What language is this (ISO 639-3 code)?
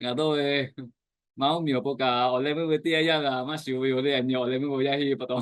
lhu